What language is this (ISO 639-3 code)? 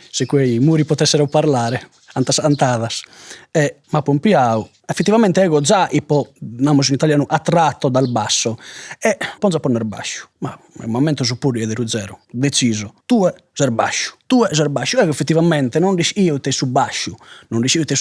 srd